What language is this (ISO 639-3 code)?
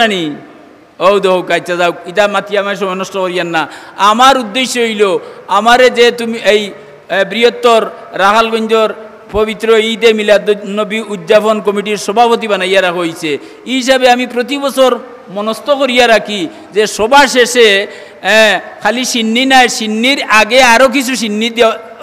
syl